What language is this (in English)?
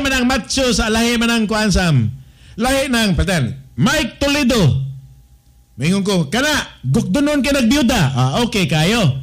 Cebuano